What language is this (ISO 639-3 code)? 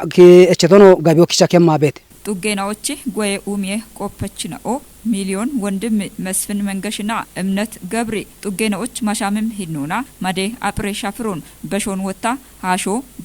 kbr